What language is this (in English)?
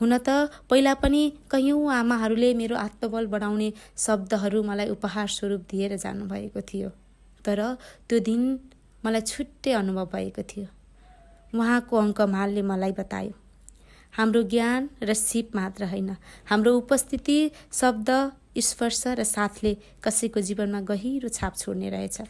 Nepali